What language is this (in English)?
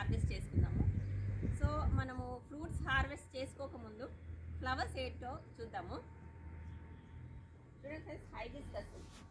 Telugu